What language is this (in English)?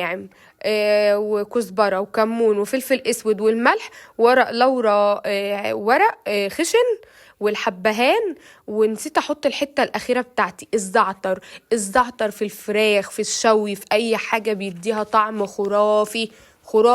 Egyptian Arabic